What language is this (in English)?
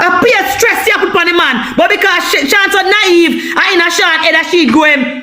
Jamaican Creole English